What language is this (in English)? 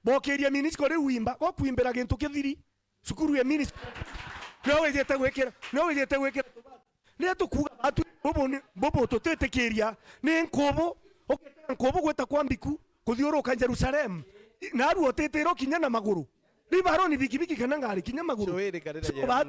Meru